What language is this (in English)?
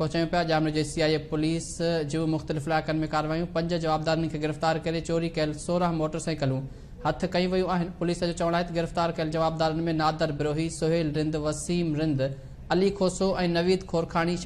Sindhi